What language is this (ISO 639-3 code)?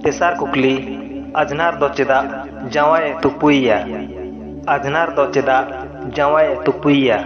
sat